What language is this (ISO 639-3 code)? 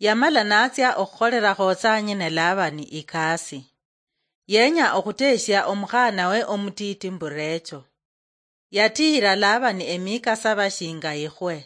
luy